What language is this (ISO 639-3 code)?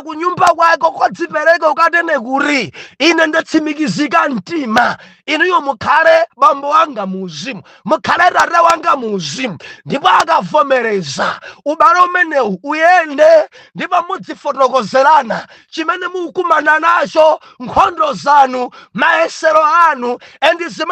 nya